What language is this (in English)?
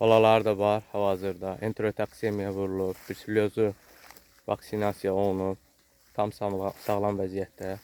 Azerbaijani